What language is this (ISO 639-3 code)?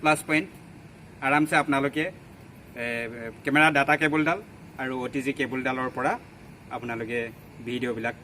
asm